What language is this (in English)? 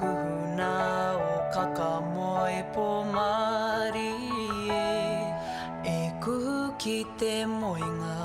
Māori